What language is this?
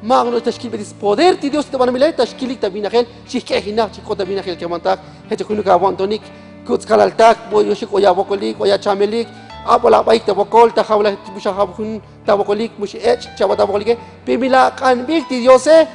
Tzotzil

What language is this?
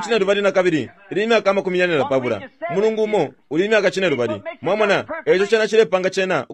Bemba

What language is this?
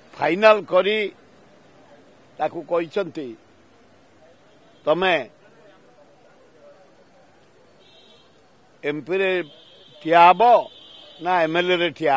Odia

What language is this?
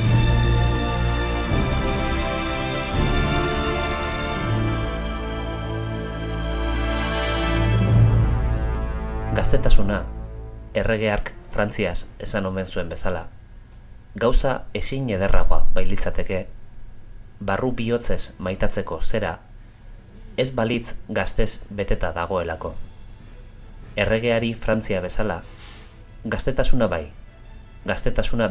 Basque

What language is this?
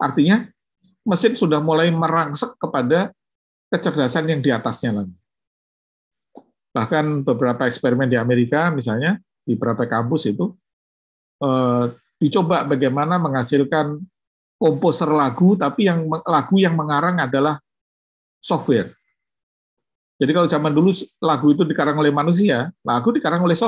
Indonesian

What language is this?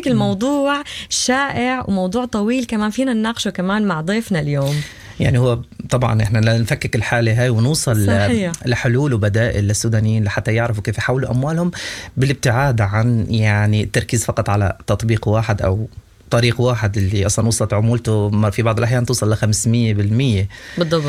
Sudanese Arabic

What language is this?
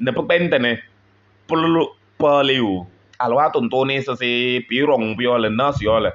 Kabiyè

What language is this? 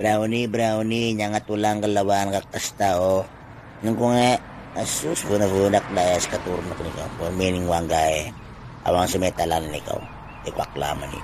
Itawit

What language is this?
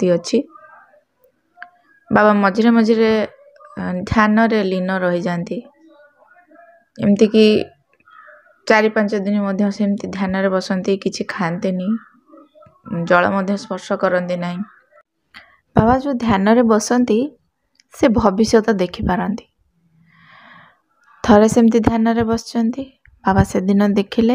Odia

